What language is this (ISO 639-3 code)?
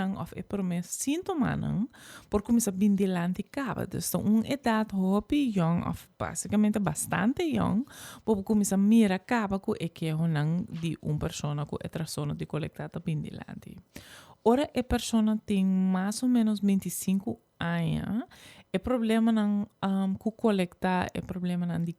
pap